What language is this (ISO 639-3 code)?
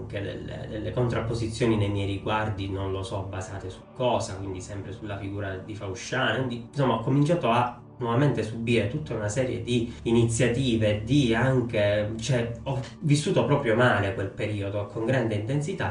ita